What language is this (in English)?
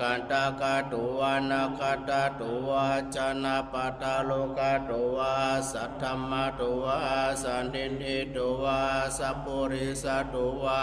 Pali